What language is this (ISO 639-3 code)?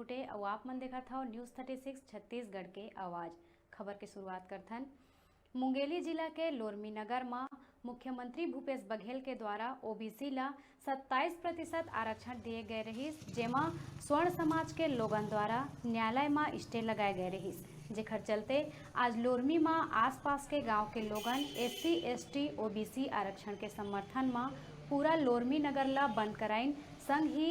hne